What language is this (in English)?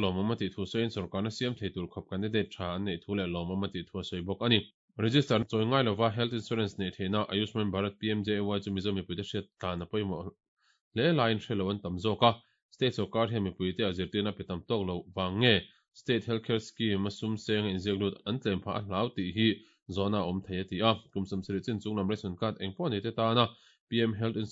Mizo